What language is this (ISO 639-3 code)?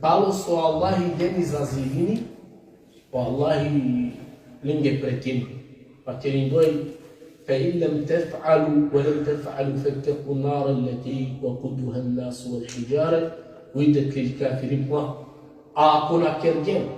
rmn